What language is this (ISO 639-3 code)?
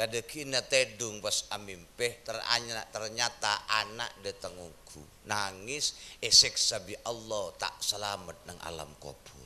mad